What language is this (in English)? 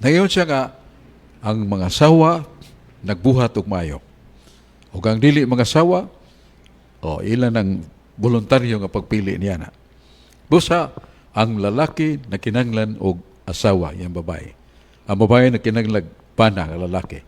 Cebuano